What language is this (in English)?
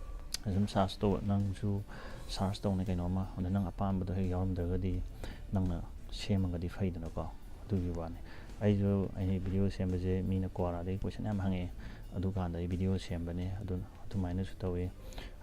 Manipuri